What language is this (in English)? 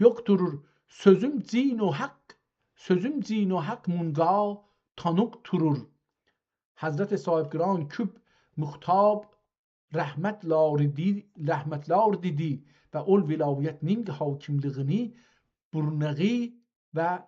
South Azerbaijani